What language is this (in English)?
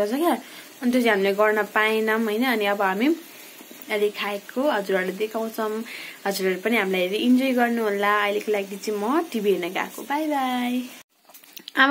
Nepali